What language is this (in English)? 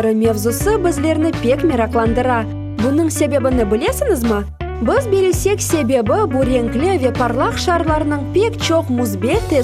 Crimean Tatar